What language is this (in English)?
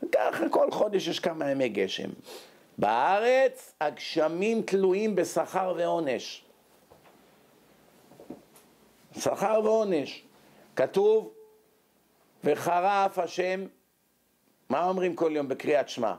Hebrew